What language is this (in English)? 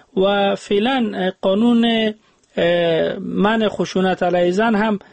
Persian